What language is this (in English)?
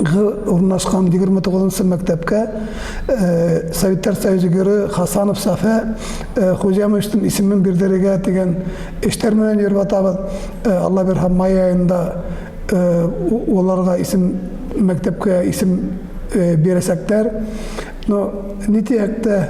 Bashkir